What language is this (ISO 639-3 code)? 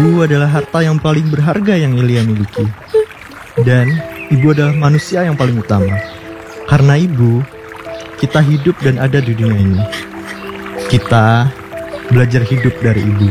ind